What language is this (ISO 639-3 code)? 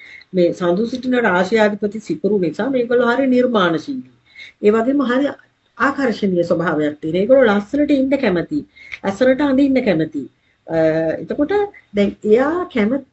sin